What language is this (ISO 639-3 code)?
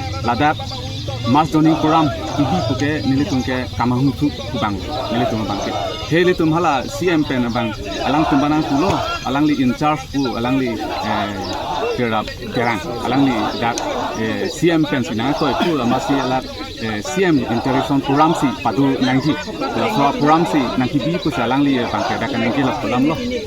mjw